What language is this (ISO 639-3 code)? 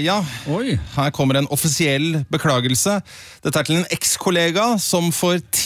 nor